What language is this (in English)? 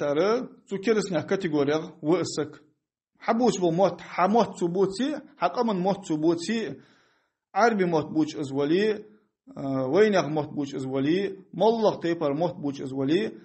Ingush